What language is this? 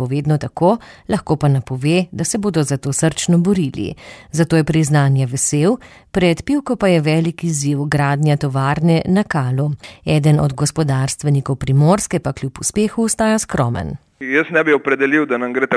Slovenian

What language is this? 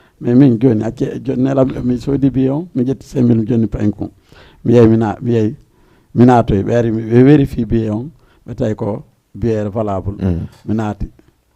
Fula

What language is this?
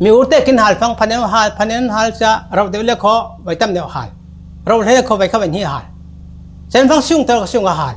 Falam Chin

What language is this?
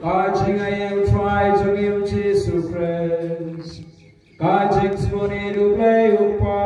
Khasi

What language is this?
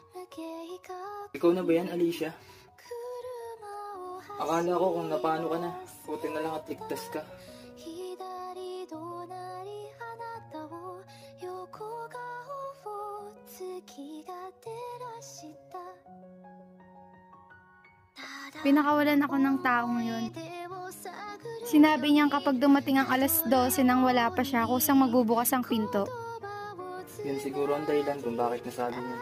Filipino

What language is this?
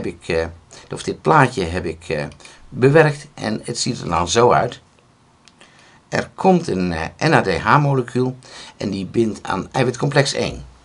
Dutch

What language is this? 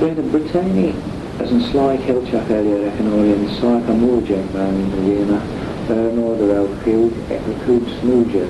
Manx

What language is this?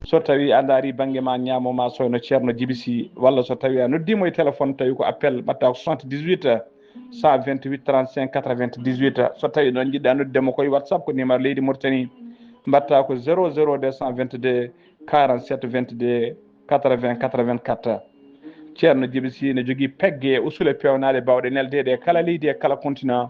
Fula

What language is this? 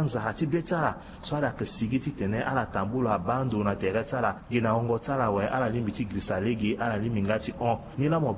Sango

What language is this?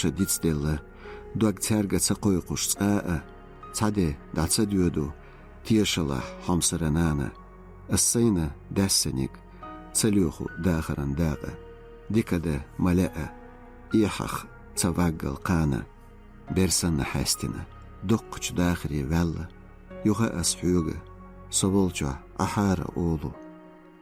Chechen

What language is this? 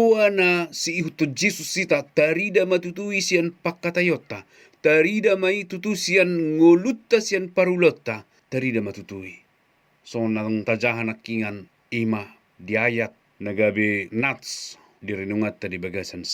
Batak Toba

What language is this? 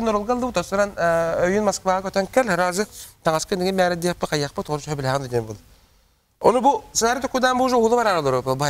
Yakut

